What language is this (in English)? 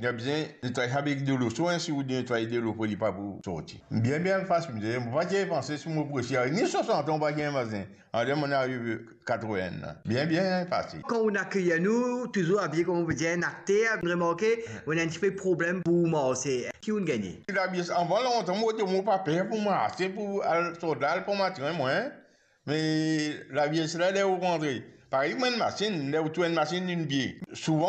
Morisyen